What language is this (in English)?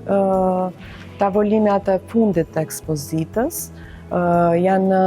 Albanian